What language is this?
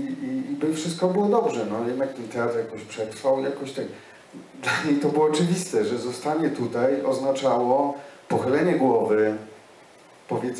Polish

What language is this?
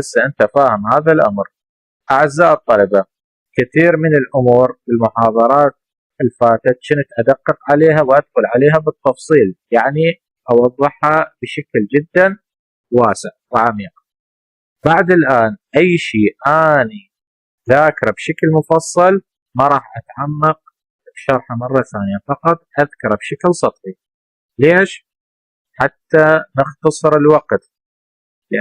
Mesopotamian Arabic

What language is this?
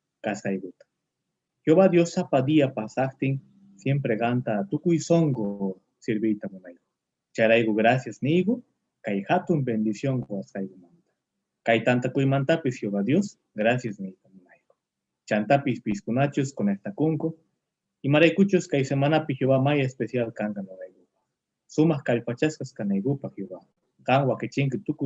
Quechua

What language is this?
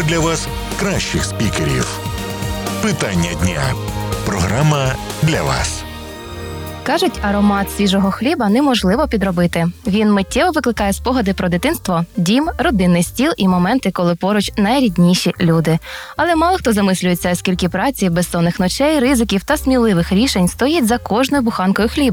Ukrainian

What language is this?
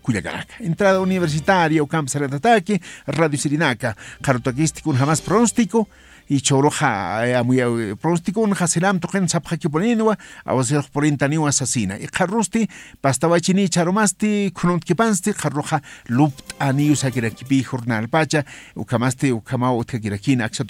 Aymara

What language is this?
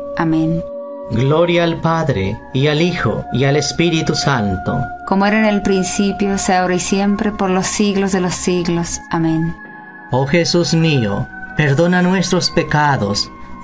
Spanish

